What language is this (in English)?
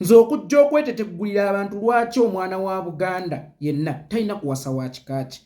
Ganda